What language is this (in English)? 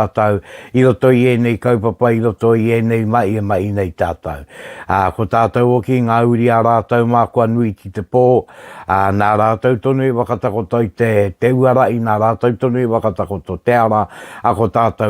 Māori